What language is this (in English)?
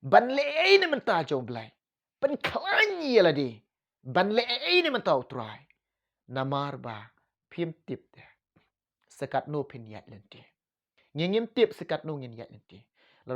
Khasi